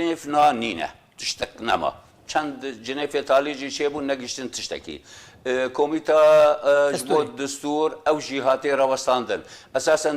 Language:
Kurdish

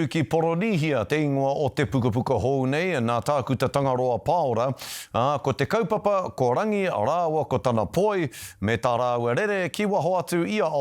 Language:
Māori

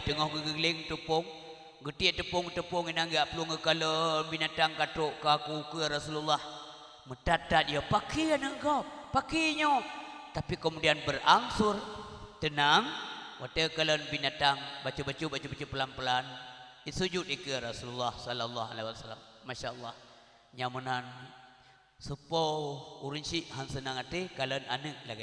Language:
Achinese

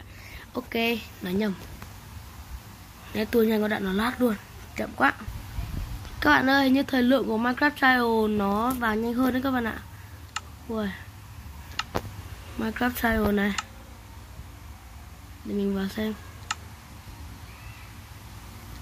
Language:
Vietnamese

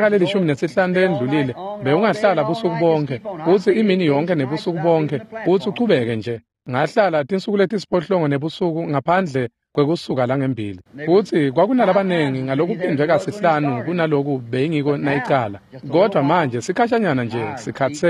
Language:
Swati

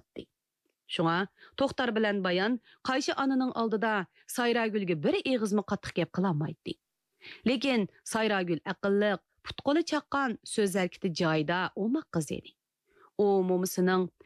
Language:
Uyghur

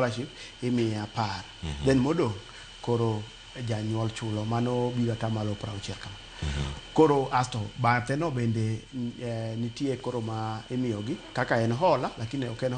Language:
Luo (Kenya and Tanzania)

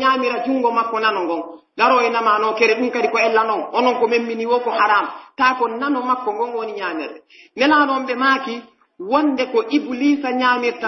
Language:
Pular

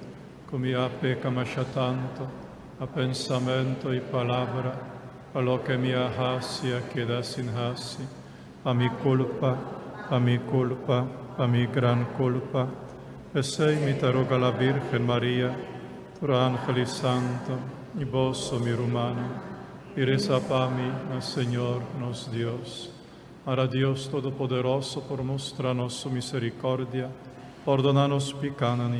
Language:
Papiamento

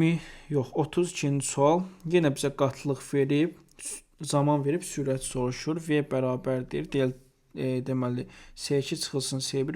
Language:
Azerbaijani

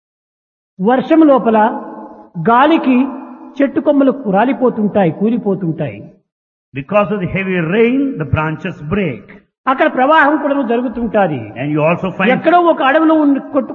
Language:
Telugu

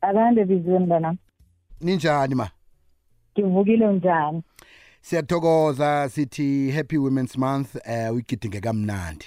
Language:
South Ndebele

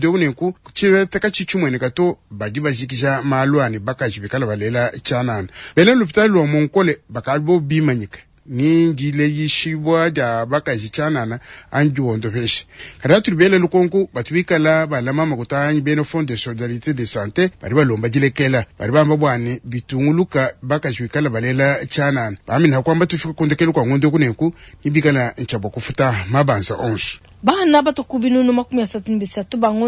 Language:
Luba-Lulua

